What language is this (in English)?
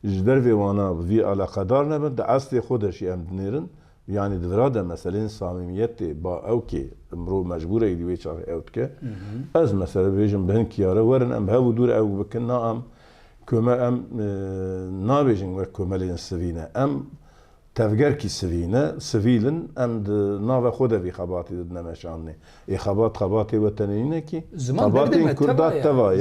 Kurdish